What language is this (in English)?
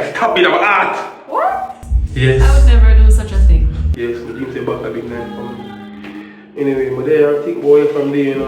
Jamaican Creole English